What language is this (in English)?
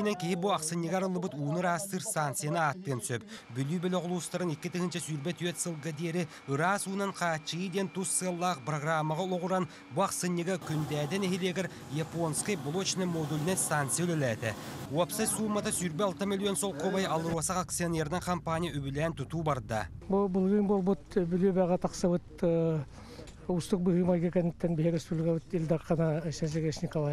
Yakut